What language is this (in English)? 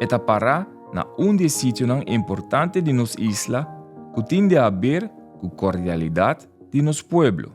Papiamento